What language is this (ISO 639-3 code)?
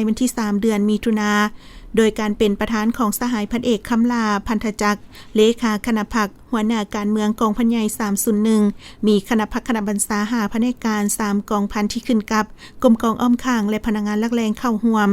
lao